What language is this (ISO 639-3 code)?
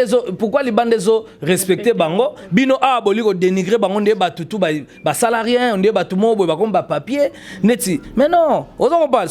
lin